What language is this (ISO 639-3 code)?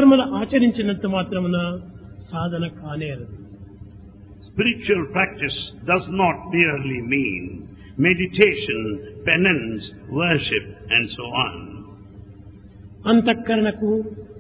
tel